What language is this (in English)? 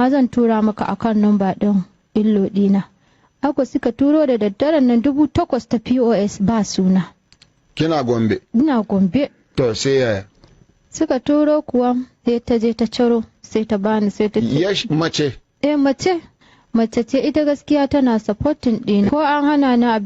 Hausa